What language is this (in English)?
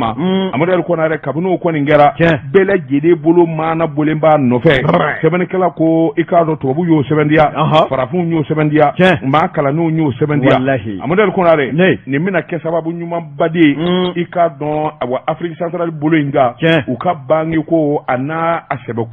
Bambara